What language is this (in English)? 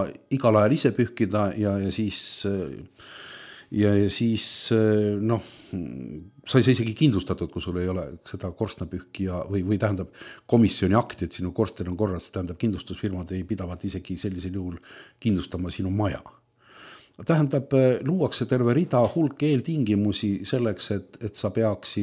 Estonian